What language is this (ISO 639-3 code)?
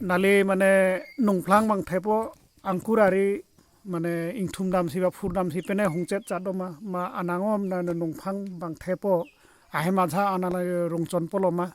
mjw